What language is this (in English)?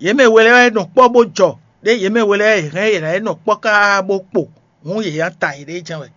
Fon